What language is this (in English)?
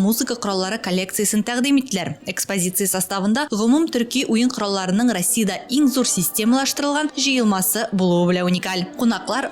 Tatar